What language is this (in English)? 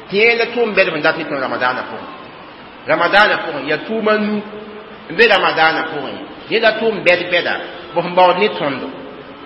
Mossi